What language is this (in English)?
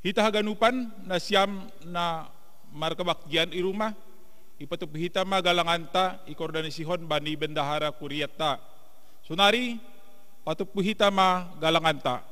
Batak Simalungun